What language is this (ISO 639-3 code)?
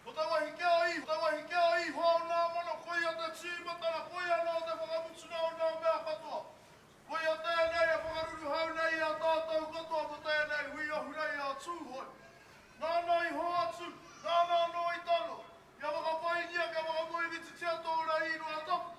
mri